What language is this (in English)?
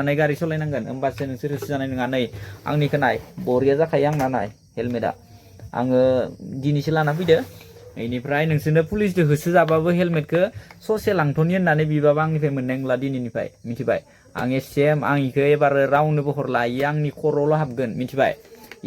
Bodo